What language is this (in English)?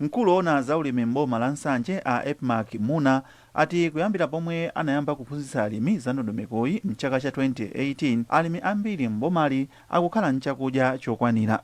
Nyanja